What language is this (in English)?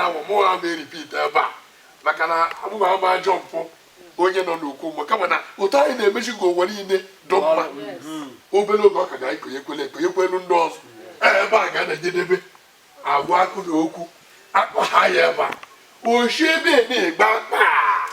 Igbo